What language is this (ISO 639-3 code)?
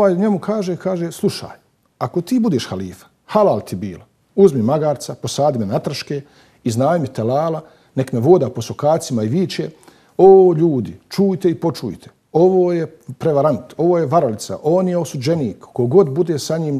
bos